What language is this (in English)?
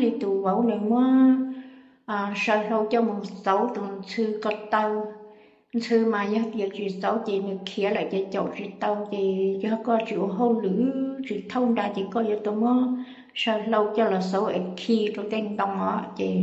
Hmong